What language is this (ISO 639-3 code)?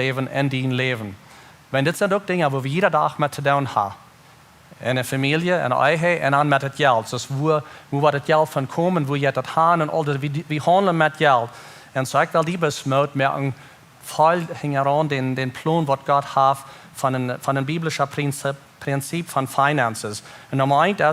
pdt